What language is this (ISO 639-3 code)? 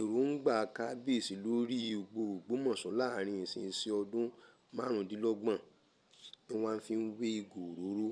yor